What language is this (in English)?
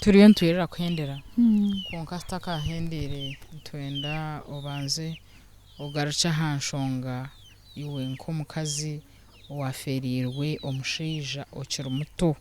Nyankole